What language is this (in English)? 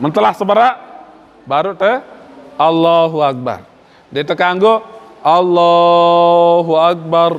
Sasak